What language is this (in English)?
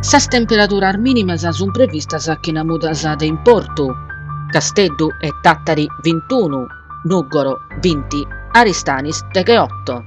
Sardinian